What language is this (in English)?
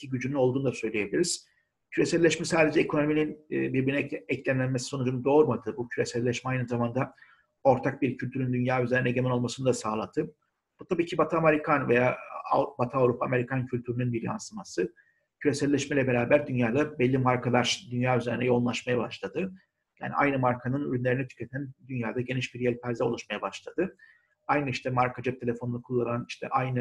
Turkish